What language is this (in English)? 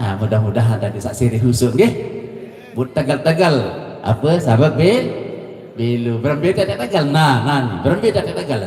Sasak